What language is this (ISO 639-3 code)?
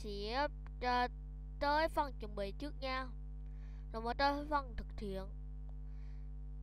vie